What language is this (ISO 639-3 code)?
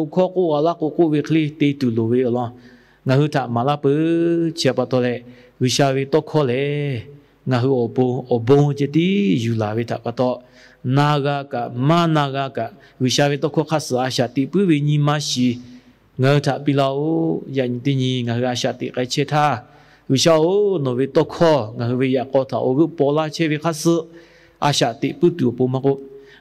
lhu